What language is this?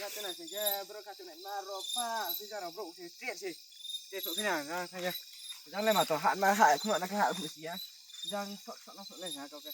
Riang (India)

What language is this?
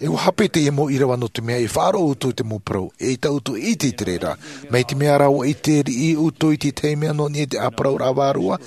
Tahitian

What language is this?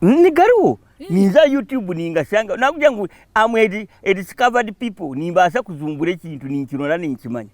Nyankole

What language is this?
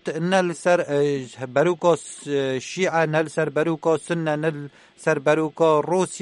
Kurdish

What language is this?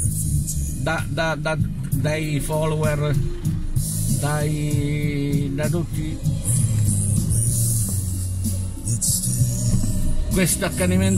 Italian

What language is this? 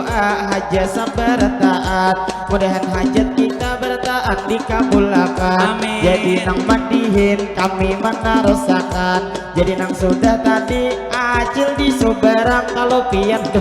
Banjar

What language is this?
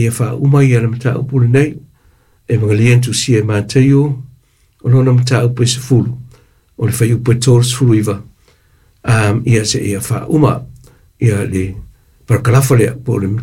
Samoan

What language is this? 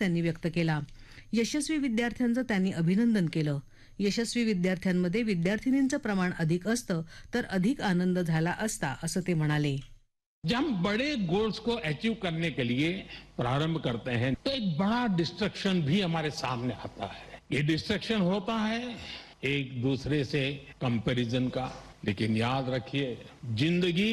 Marathi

